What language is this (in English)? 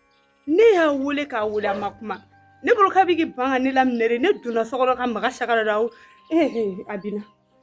Bambara